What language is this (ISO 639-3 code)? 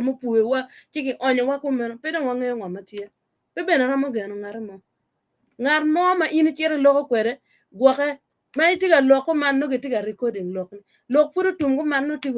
ach